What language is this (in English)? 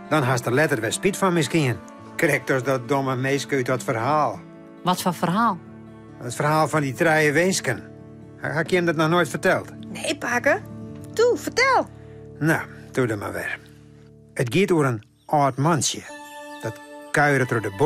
Western Frisian